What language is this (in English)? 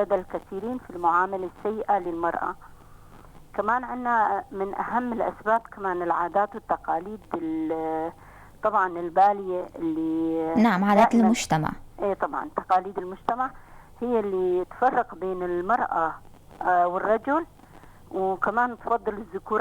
North Levantine Arabic